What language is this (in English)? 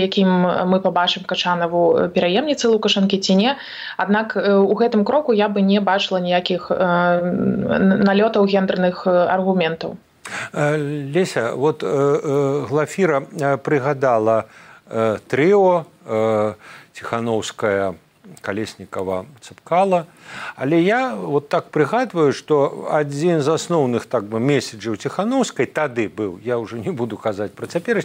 Belarusian